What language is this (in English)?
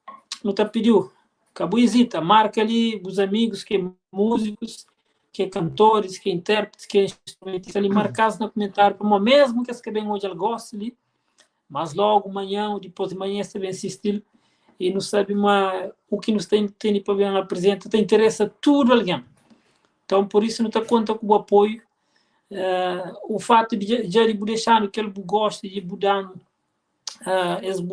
Kabuverdianu